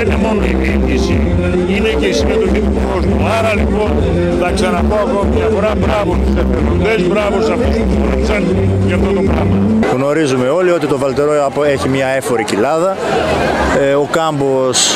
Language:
Greek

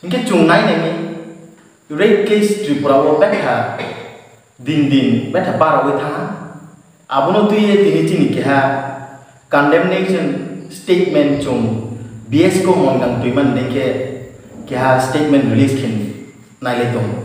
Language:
Riang (India)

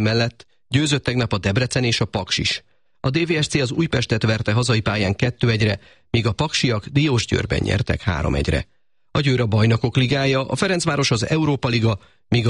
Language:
Hungarian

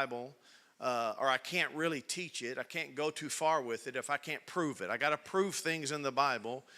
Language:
English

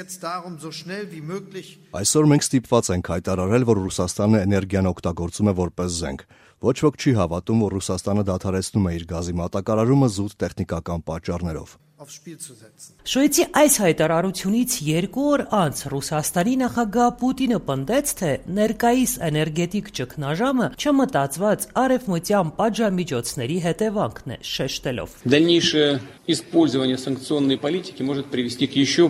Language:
Armenian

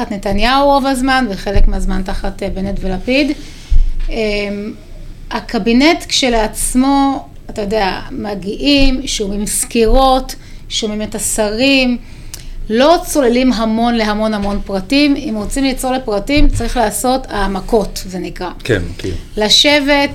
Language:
Hebrew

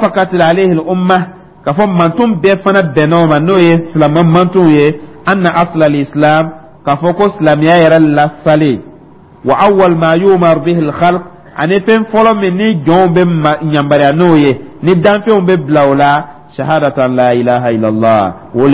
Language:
Dyula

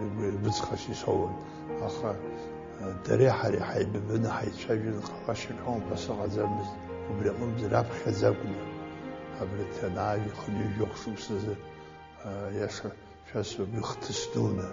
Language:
Abkhazian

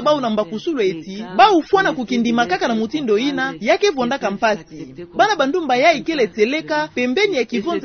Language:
Kituba (Democratic Republic of Congo)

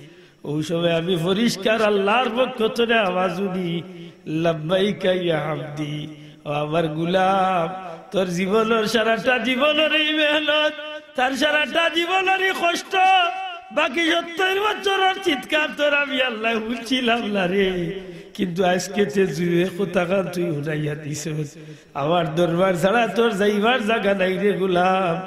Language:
Sylheti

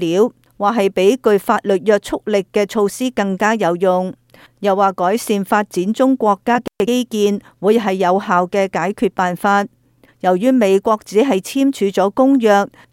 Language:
Cantonese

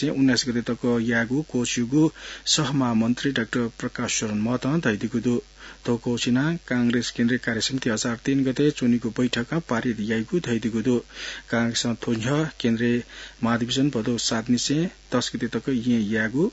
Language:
Newari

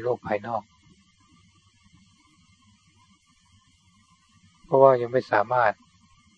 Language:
Thai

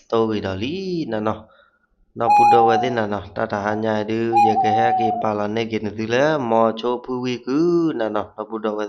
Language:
S'gaw Karen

